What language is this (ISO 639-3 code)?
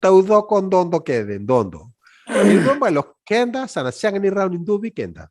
fij